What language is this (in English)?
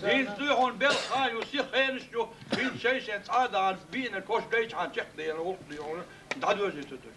Chechen